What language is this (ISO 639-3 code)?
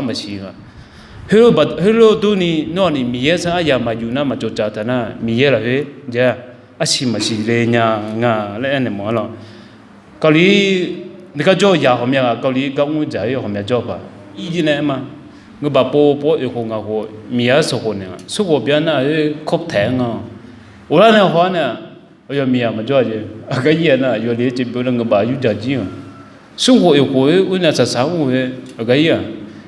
ahk